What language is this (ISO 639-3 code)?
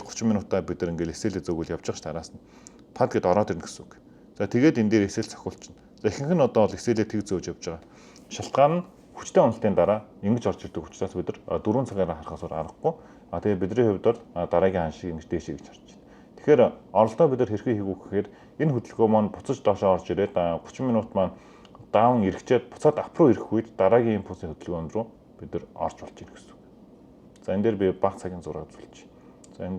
mon